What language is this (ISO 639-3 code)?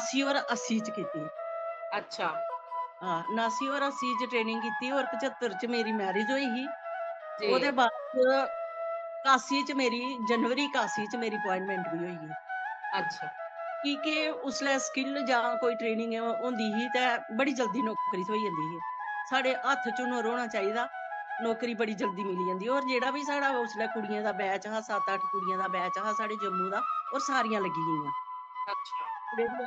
doi